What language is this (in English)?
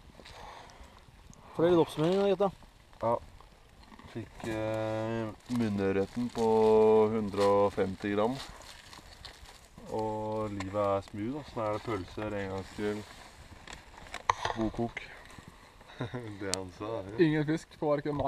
Norwegian